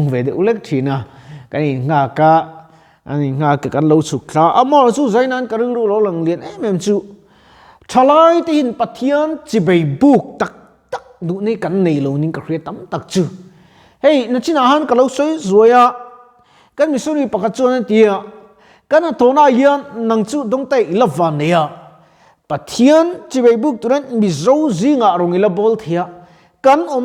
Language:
Mizo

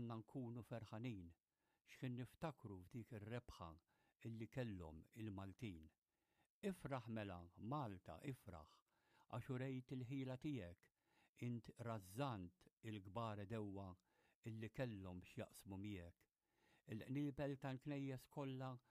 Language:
Maltese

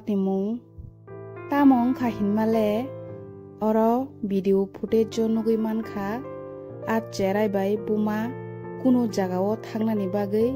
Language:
Kok Borok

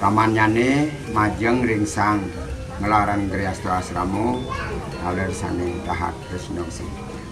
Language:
Balinese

